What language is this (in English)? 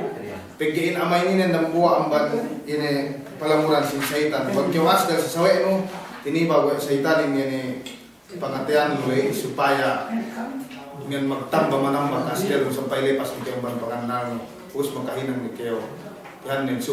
Yakan